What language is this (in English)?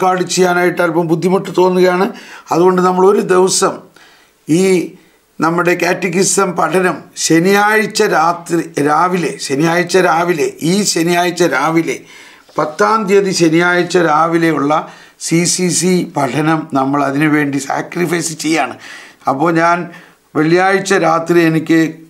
Malayalam